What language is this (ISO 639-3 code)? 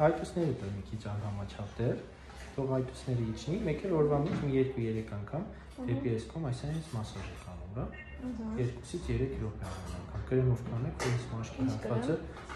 hye